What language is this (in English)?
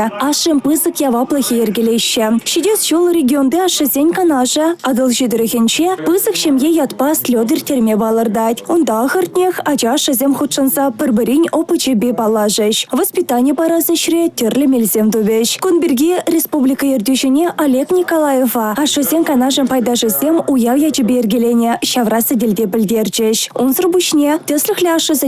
Chuvash